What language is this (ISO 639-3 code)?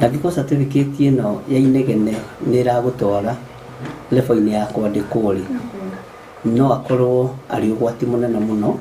kik